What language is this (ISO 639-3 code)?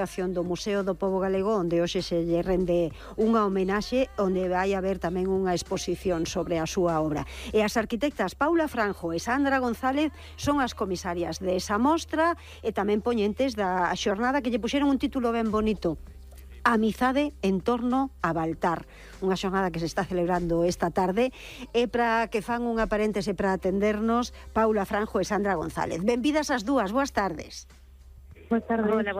glg